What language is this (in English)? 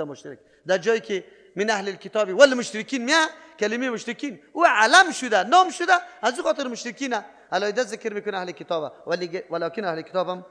Persian